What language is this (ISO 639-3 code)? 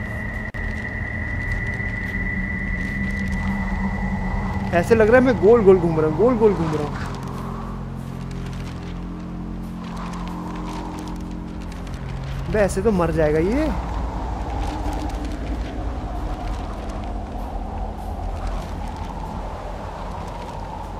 hin